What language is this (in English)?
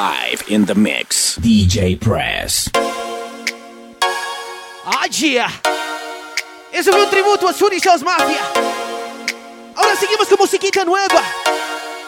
Spanish